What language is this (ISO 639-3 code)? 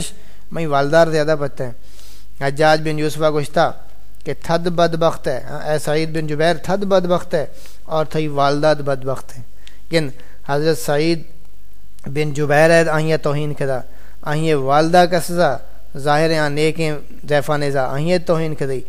skr